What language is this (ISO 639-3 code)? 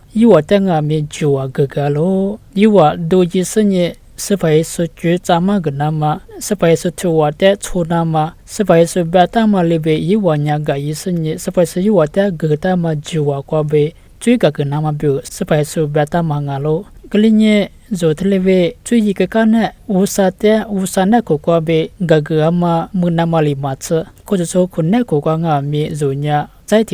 lis